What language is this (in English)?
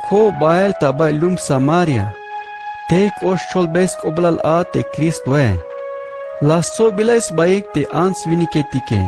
Tzeltal